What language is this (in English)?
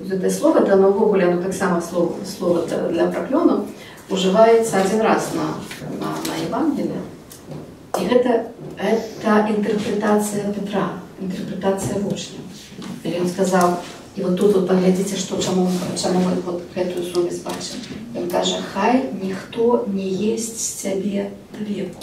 Belarusian